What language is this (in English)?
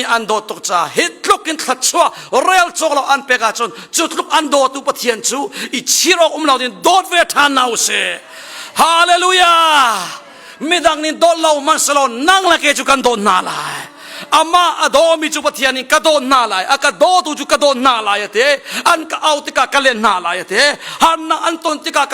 Hakha Chin